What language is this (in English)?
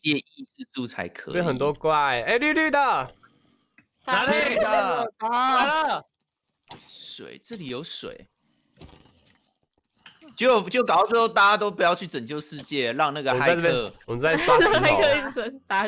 Chinese